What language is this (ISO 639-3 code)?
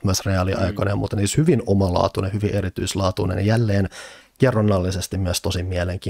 fin